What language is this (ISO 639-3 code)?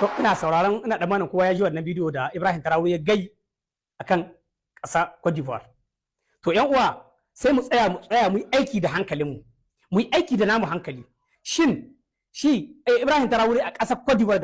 hau